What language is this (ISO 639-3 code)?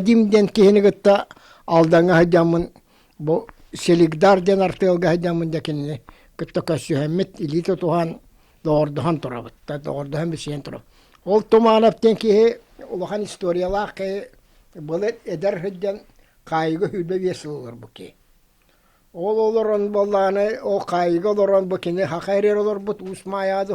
sah